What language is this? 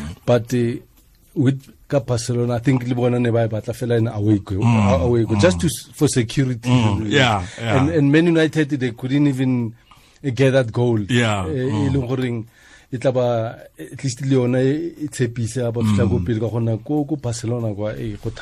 Tswana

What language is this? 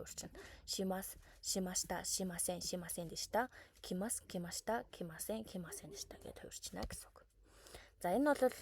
Mongolian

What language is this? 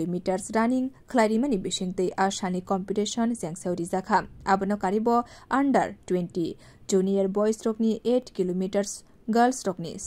Kok Borok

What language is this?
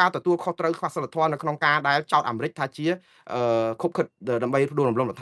Khmer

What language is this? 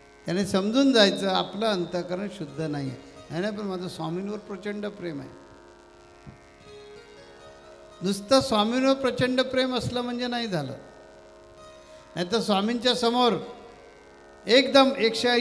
Marathi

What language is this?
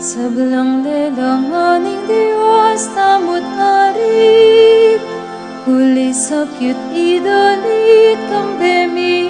Pampanga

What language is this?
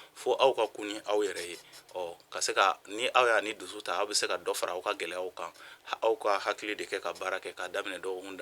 Bambara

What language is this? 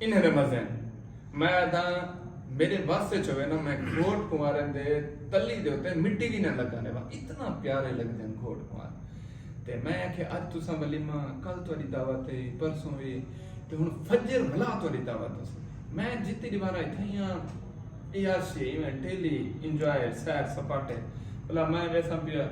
Saraiki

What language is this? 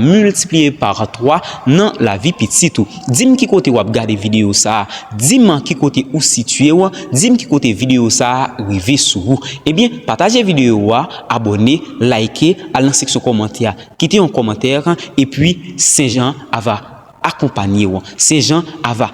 Haitian Creole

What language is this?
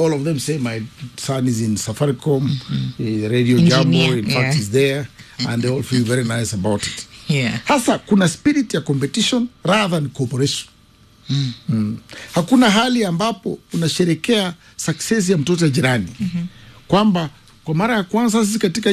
Swahili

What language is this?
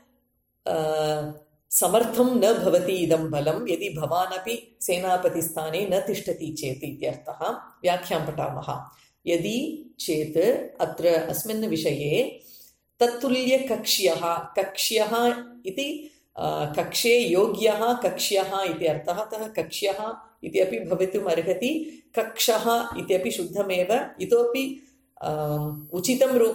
Sanskrit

